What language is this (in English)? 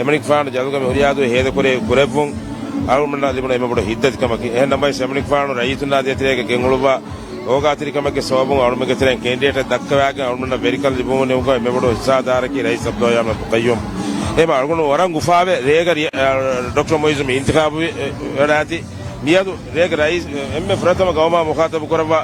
Divehi